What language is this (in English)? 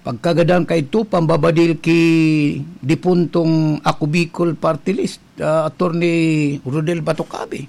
Bikol